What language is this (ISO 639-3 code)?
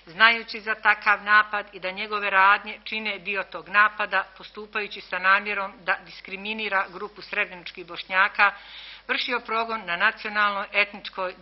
bos